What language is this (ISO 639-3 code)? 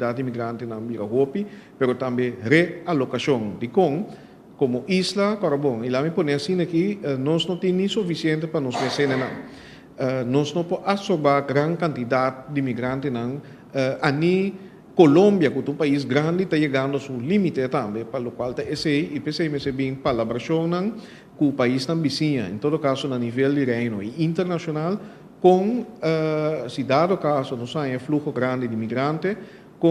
pap